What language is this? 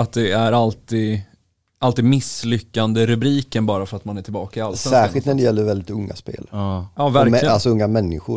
Swedish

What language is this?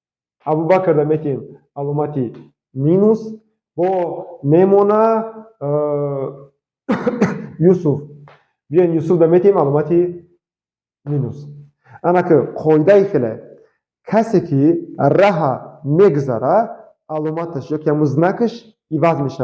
Tajik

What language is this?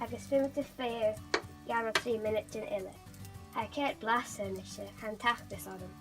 Scottish Gaelic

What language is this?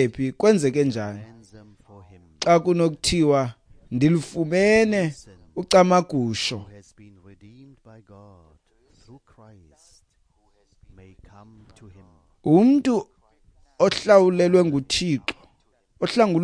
Xhosa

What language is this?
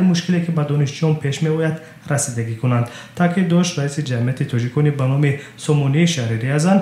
Tajik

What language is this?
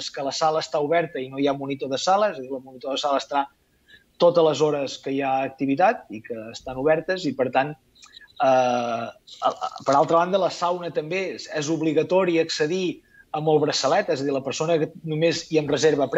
Catalan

